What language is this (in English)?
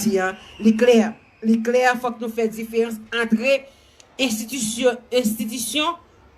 Haitian Creole